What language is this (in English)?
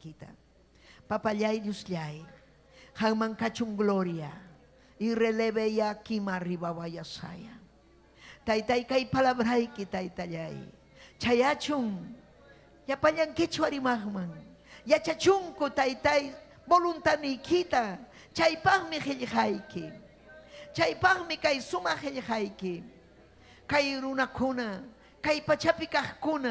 Ayacucho Quechua